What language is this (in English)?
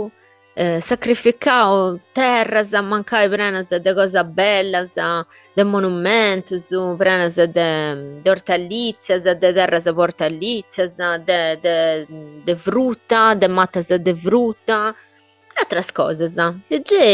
Sardinian